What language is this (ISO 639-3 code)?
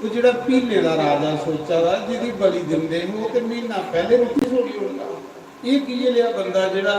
doi